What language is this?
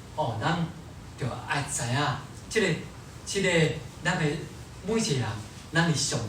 Min Nan Chinese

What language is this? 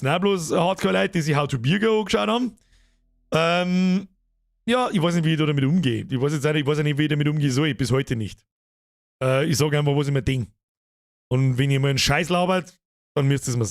Bavarian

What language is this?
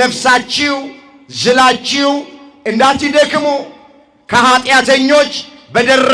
Amharic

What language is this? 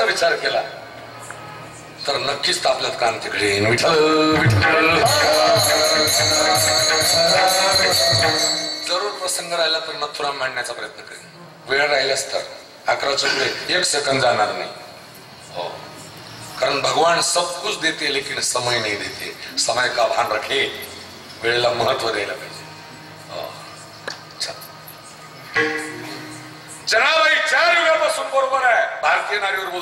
Marathi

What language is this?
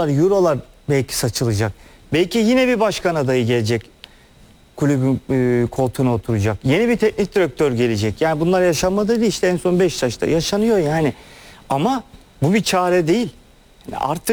Turkish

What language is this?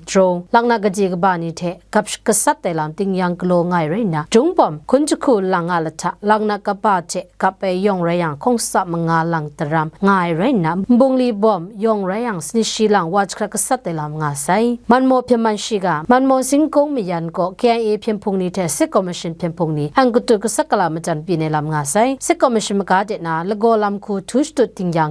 Kachin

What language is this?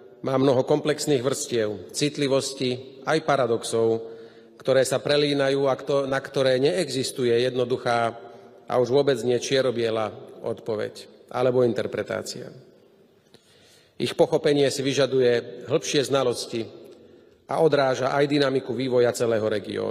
Slovak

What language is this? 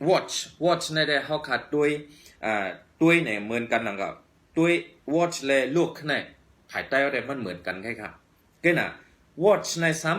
Shan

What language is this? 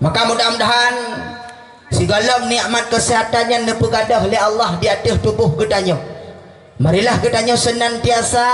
Achinese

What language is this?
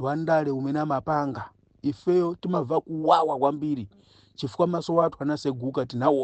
Nyanja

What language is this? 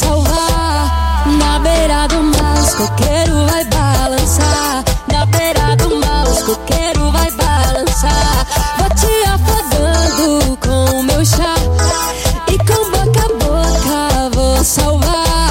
Portuguese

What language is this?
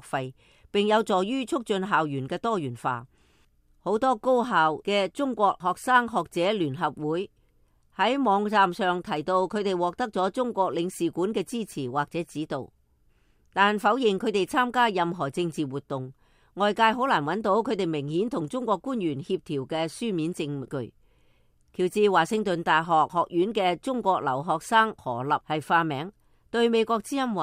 Cantonese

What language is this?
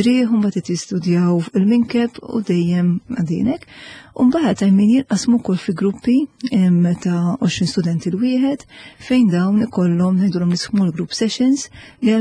Maltese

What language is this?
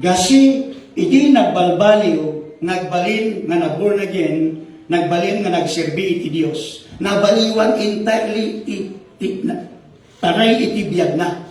Iloko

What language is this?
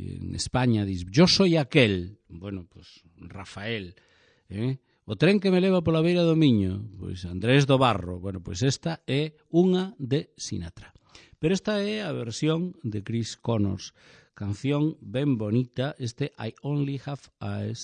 Galician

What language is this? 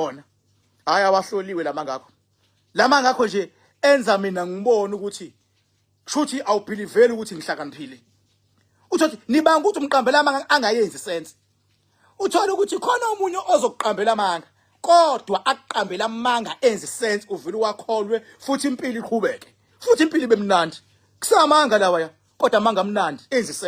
Zulu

